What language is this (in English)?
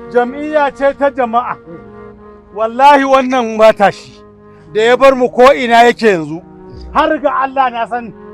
Hausa